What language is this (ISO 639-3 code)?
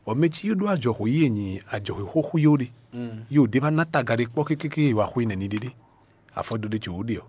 fon